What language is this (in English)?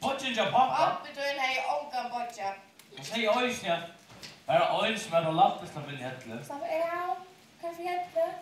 Faroese